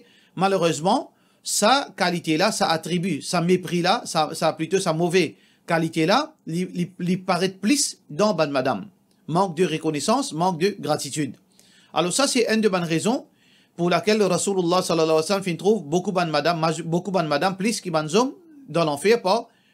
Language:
Morisyen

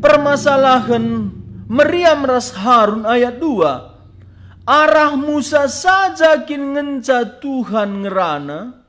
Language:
Batak Karo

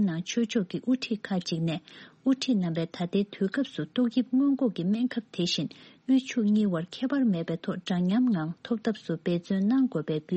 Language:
Tibetan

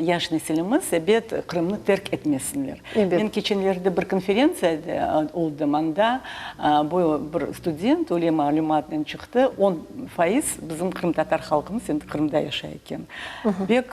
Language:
Crimean Tatar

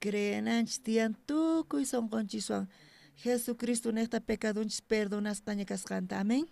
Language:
South Bolivian Quechua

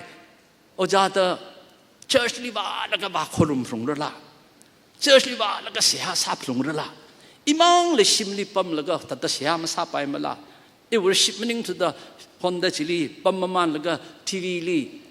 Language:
Tangkhul Naga (India)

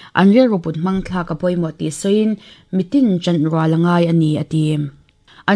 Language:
Mizo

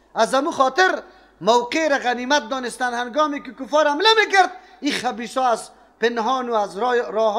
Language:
Persian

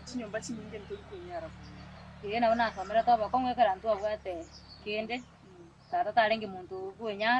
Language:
Gusii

